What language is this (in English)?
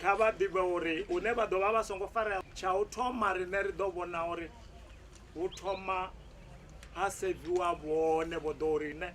Venda